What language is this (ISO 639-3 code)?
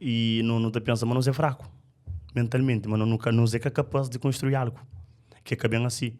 kea